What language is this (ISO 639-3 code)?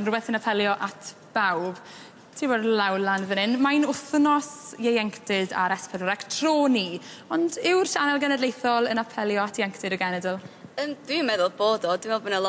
cym